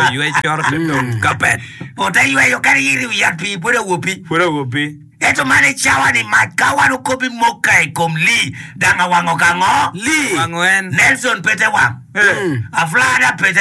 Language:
Acoli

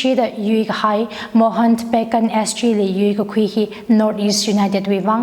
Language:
Tangkhul Naga (India)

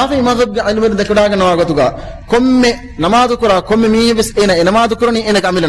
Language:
Divehi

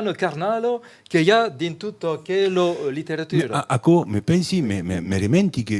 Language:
Occitan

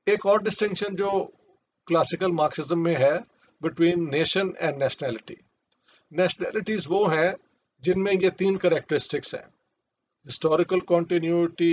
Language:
Urdu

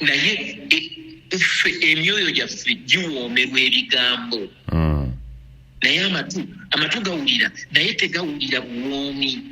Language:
Ganda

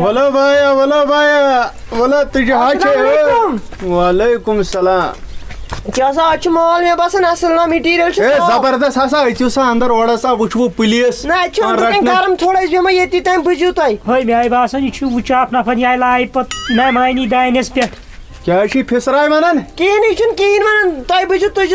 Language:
Kashmiri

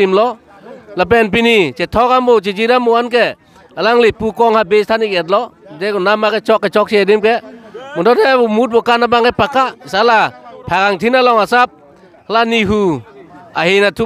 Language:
Karbi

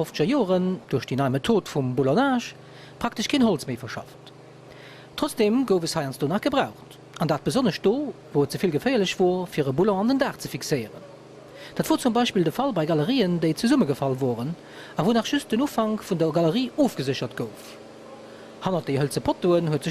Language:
Luxembourgish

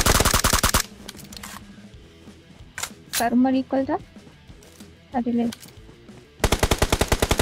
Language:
Malay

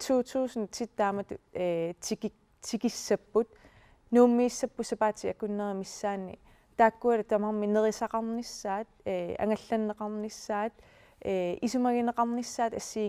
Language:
Kalaallisut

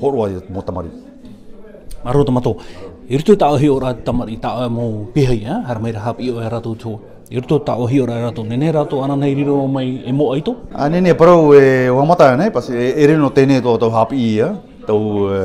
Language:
Tahitian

